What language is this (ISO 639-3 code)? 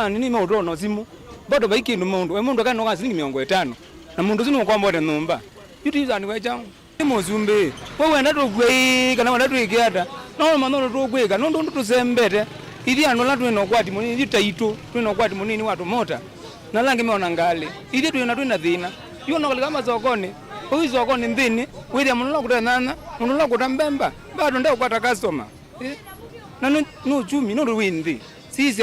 kam